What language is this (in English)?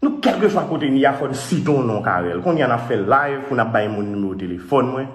Haitian Creole